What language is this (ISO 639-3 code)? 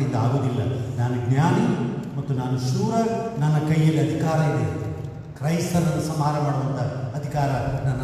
kan